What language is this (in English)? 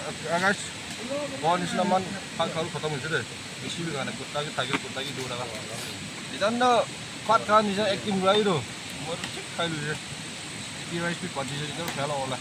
Naga Pidgin